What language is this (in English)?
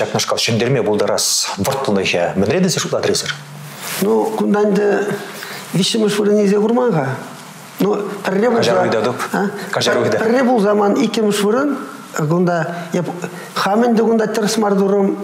Chuvash